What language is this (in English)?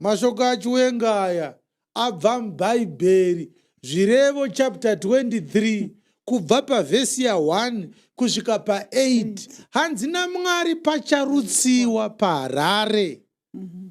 Shona